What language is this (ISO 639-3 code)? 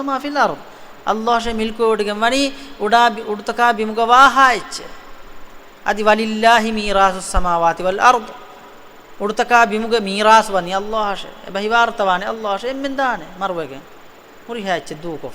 div